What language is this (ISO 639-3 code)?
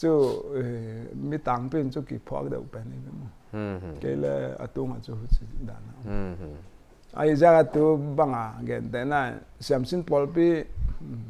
pck